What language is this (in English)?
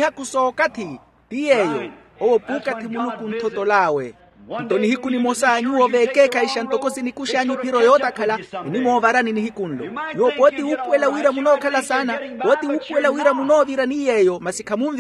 Makhuwa